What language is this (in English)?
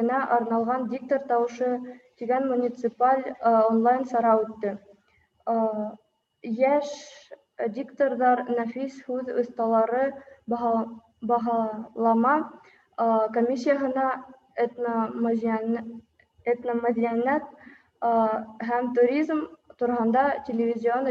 Bashkir